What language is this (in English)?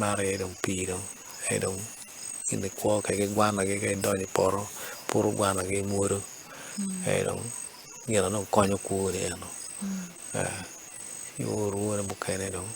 Acoli